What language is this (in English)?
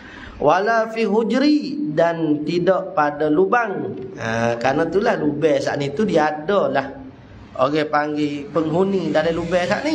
Malay